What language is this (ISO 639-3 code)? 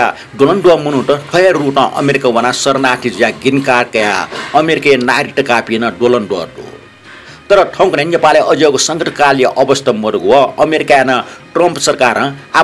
new